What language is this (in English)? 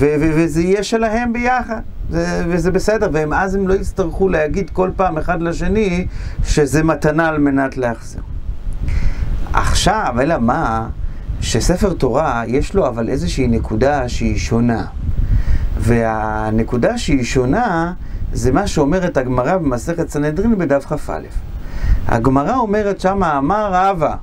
Hebrew